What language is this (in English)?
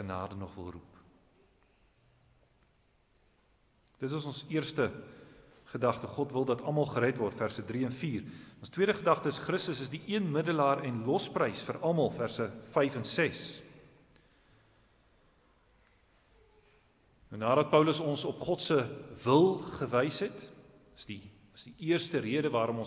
Afrikaans